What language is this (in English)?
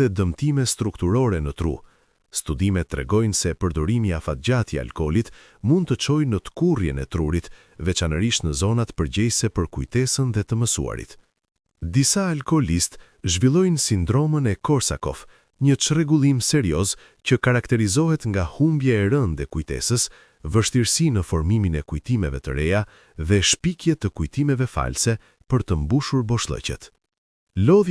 Albanian